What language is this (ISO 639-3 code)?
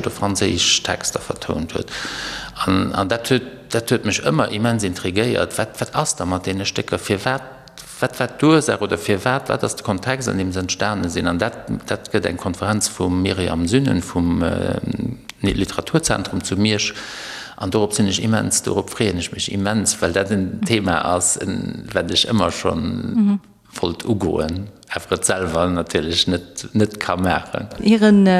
ltz